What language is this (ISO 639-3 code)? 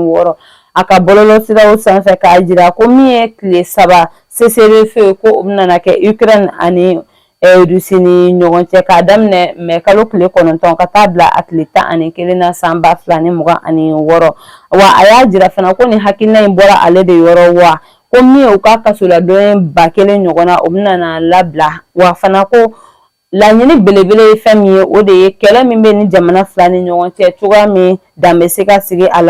bam